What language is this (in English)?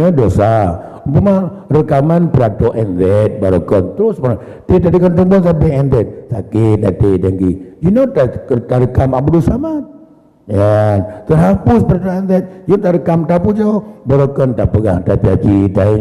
Achinese